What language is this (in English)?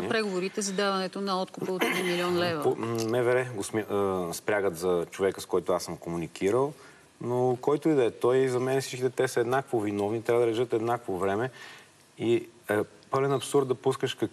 Bulgarian